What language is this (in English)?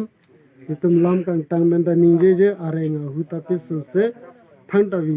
Karbi